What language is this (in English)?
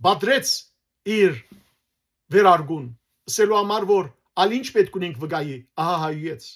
Western Armenian